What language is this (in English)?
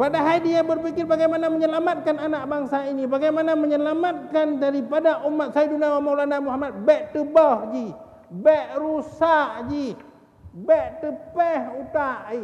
Achinese